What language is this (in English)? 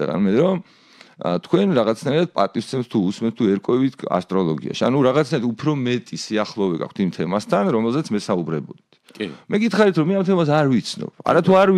Georgian